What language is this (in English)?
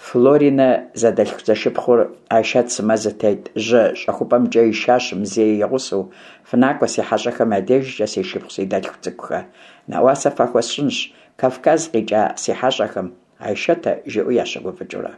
Kabardian